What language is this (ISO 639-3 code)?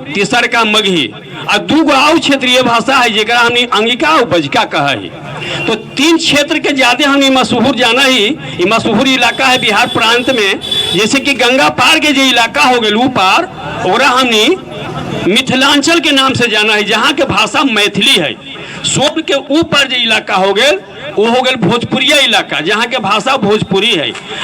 mag